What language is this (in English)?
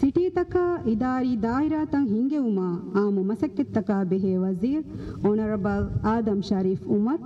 Divehi